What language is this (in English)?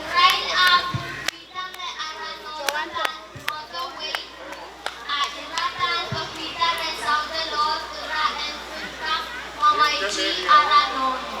Pohnpeian